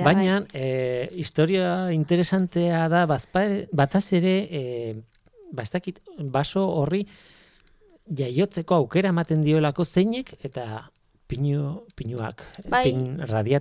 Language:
Basque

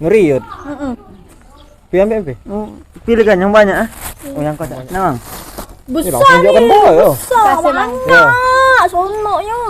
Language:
Musi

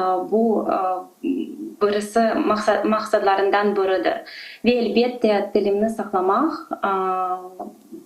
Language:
Crimean Tatar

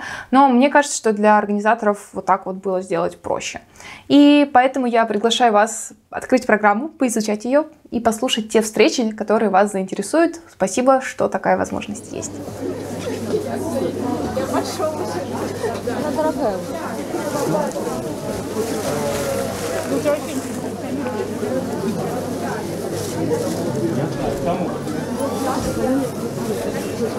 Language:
Russian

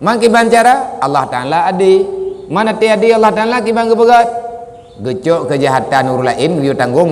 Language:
Achinese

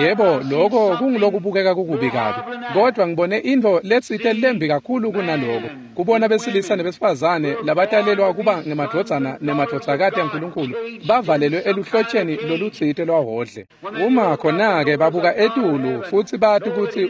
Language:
Swati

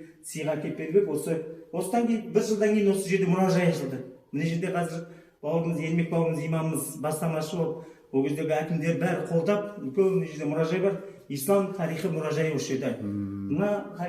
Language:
Kazakh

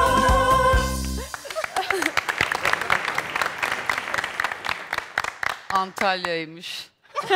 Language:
Turkish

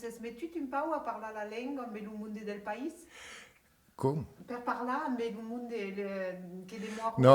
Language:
Occitan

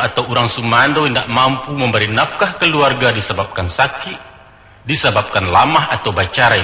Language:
Minangkabau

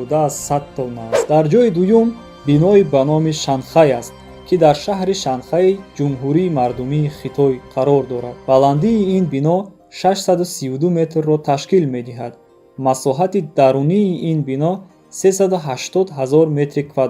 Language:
Tajik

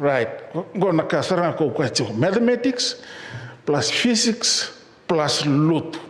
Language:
Fijian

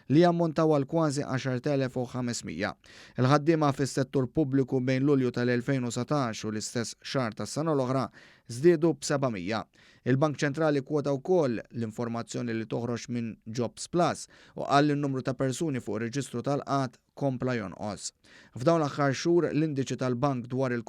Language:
Maltese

